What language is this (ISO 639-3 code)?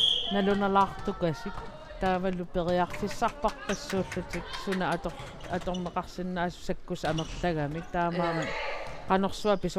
kal